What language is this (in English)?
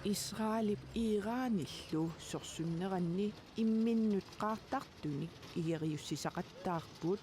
Kalaallisut